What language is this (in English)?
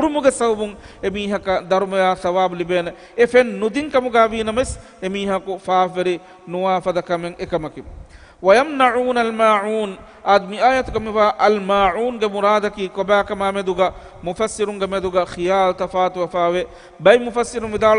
Divehi